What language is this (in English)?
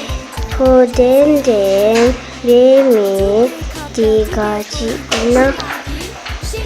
Dzongkha